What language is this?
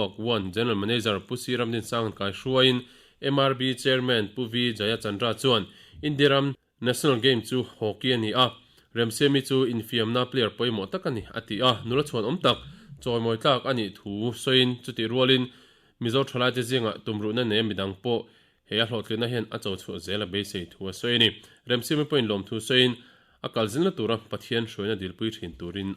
Mizo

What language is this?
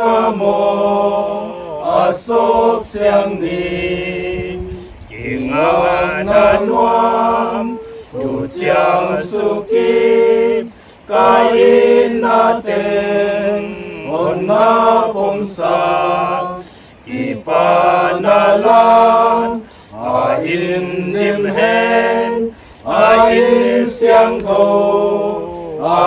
Paite Chin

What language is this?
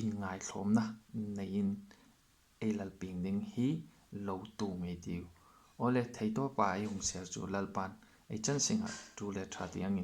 Hmar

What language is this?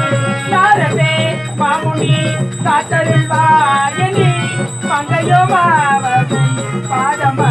Tamil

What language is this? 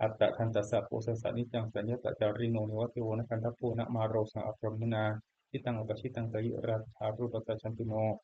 Pali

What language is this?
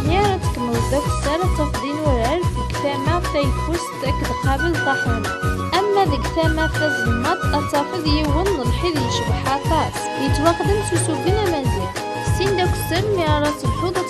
Kabyle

